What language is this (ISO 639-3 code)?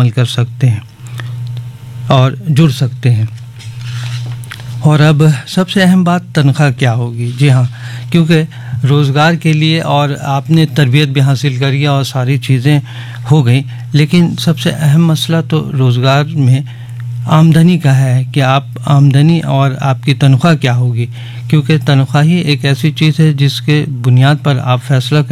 urd